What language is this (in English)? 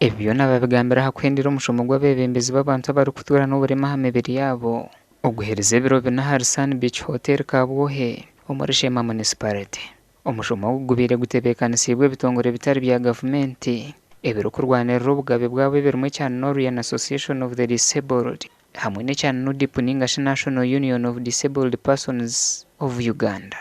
Nyankole